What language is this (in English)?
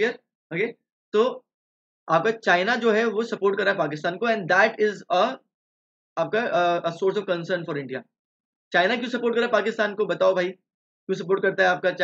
Hindi